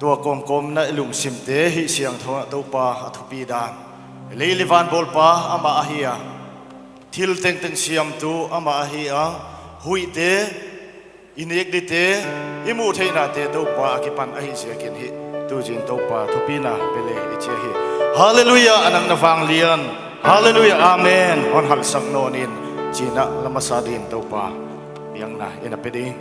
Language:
Paite Chin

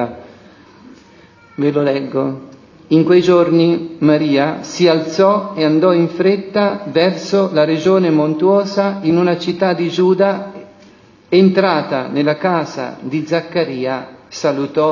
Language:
Italian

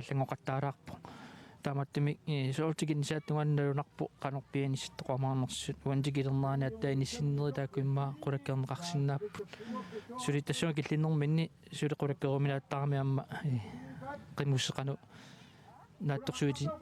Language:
Kalaallisut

